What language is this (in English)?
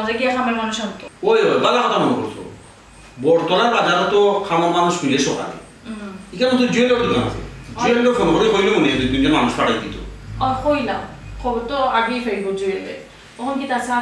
Sylheti